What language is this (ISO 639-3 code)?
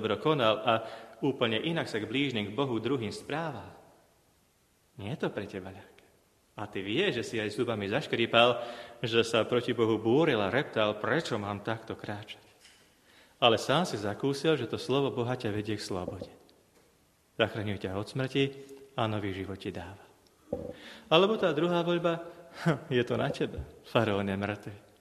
slk